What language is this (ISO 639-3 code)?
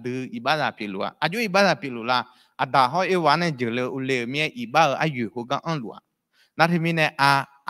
ahk